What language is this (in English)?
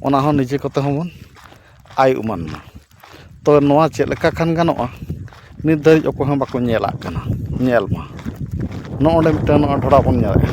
Santali